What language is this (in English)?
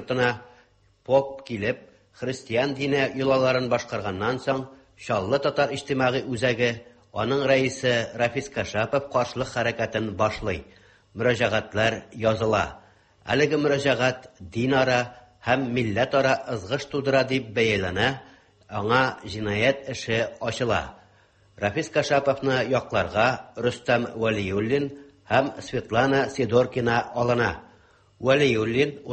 Tatar